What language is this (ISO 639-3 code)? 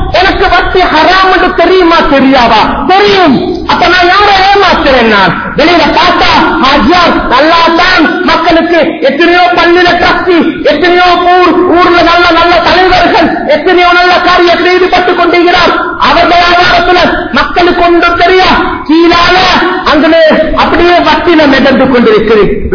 tam